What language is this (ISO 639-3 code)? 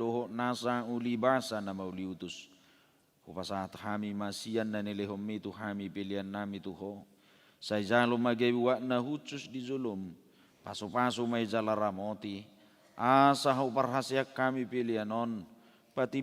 bbc